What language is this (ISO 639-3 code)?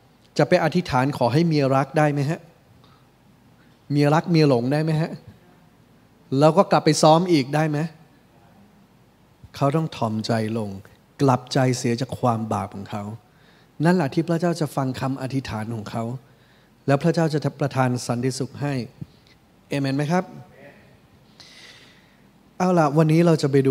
tha